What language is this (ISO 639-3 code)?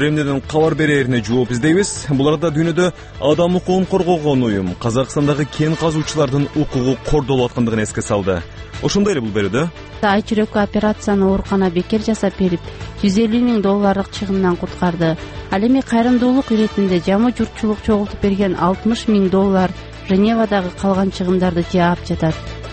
kir